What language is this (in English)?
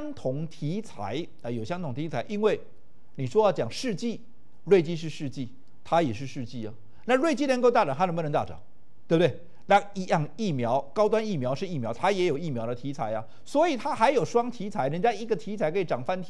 Chinese